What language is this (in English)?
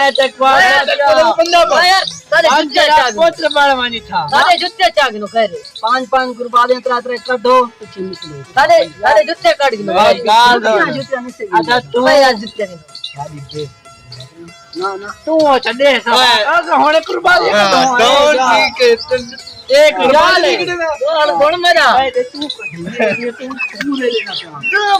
Saraiki